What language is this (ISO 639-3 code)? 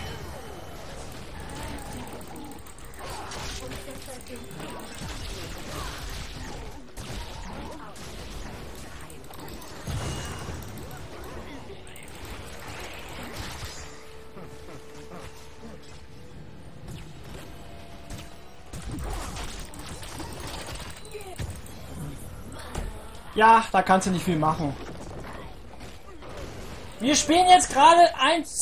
deu